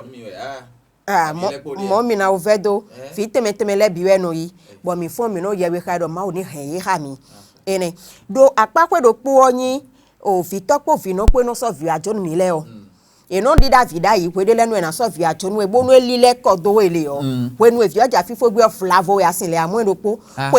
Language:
Fon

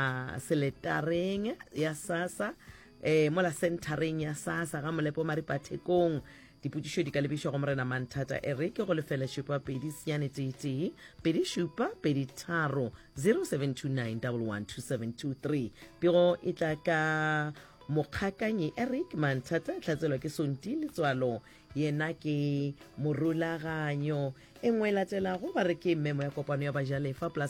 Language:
Northern Sotho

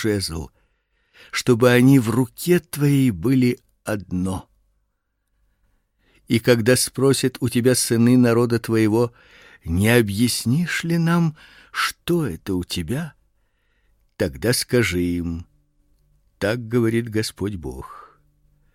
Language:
Russian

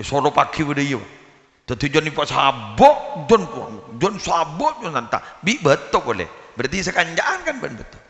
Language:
Madurese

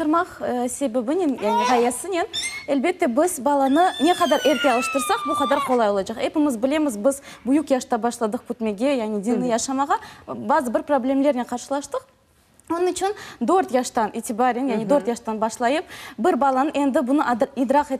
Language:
Crimean Tatar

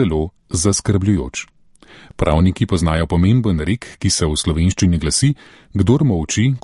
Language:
Slovenian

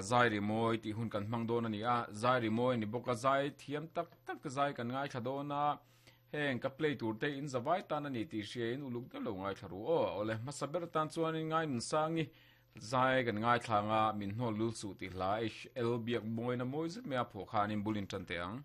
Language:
Mizo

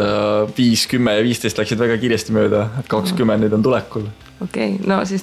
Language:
Estonian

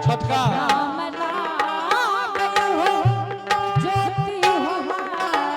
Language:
Angika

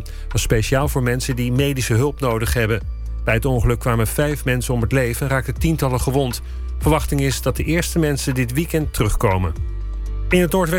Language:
Dutch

